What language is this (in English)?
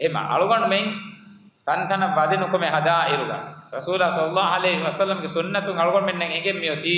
Divehi